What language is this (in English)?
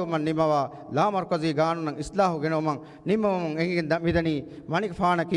Divehi